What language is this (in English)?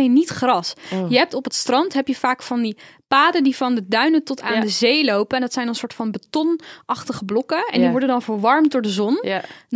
Dutch